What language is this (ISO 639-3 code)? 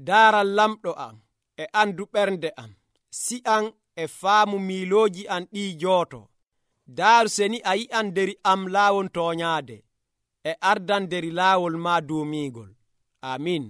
fuv